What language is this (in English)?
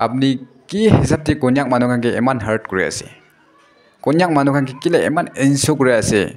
Naga Pidgin